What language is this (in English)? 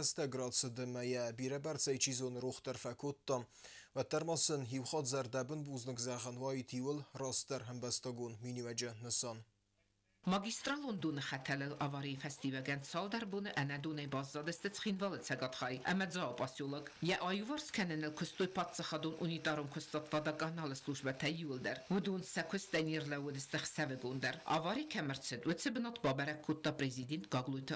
Ossetic